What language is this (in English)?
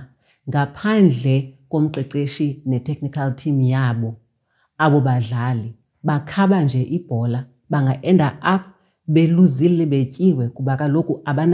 Xhosa